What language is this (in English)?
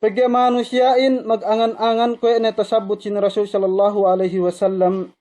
Yakan